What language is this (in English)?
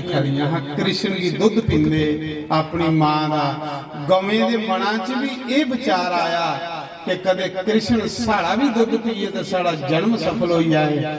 Dogri